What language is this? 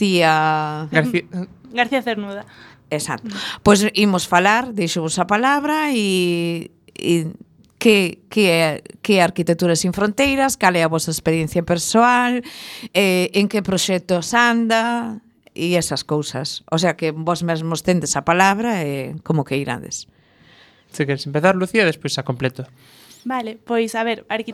Galician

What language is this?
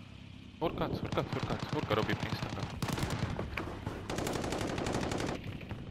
Romanian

